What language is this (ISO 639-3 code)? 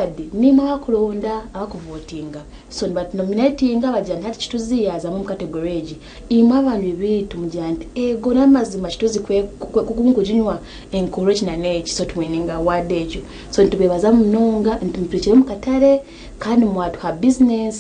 nyn